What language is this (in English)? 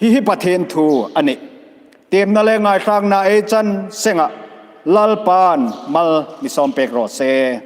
Hmar